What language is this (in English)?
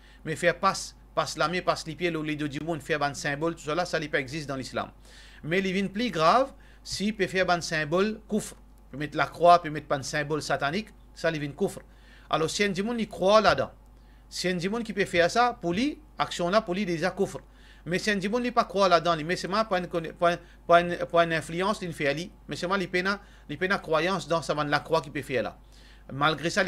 Morisyen